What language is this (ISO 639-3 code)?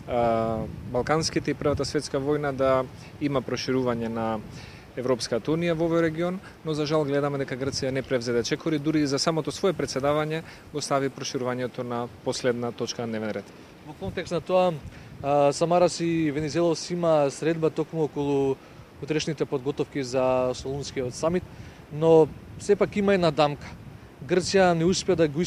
mkd